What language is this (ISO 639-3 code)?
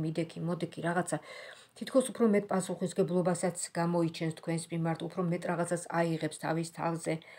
kat